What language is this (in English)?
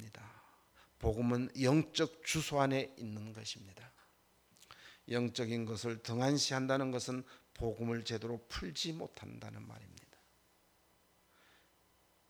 Korean